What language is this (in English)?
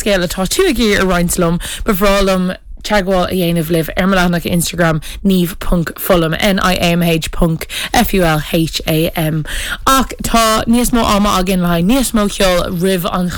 Irish